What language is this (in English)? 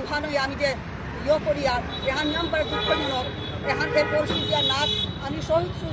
Bishnupriya